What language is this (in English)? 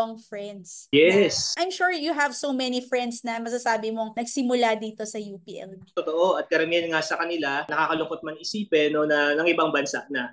Filipino